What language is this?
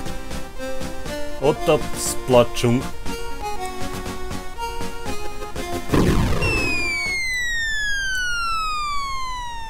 Hungarian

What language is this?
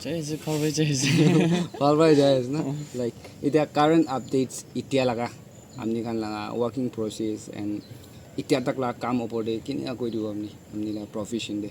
Naga Pidgin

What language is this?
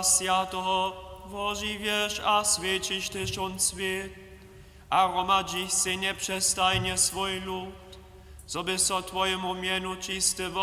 Upper Sorbian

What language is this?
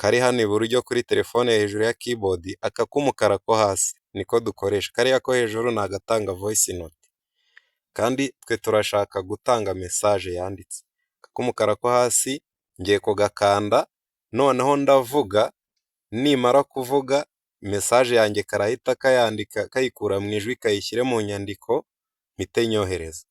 Kinyarwanda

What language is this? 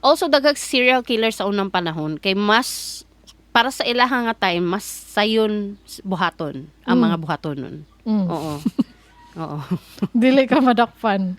Cebuano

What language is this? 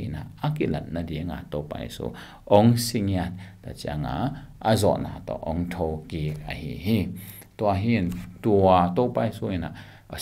Tedim Chin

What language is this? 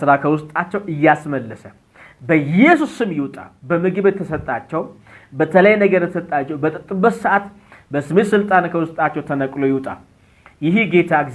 Amharic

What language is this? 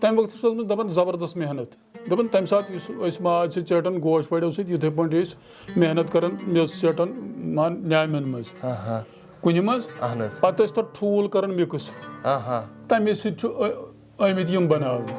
Kashmiri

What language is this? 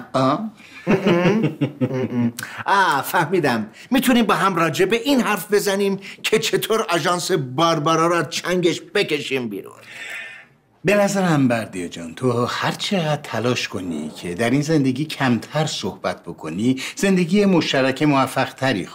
Persian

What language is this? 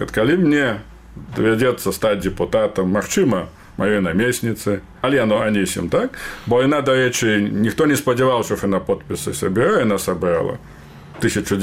Belarusian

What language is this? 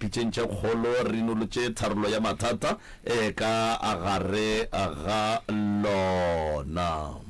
Northern Sotho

